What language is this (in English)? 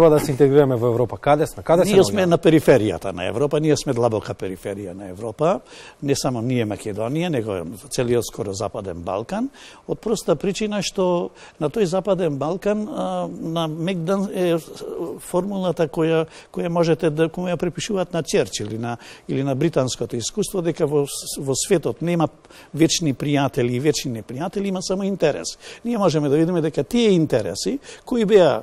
Macedonian